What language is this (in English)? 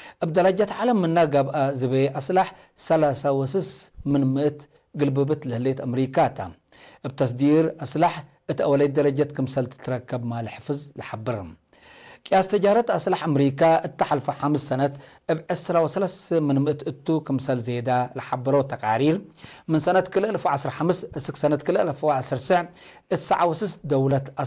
Tigre